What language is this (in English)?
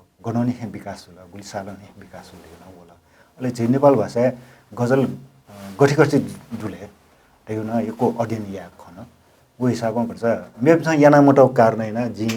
Newari